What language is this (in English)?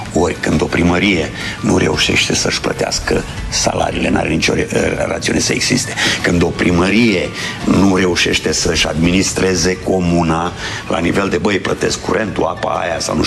Romanian